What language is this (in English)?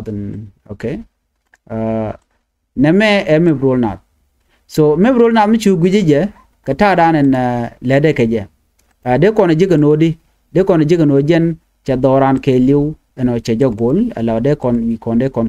Nuer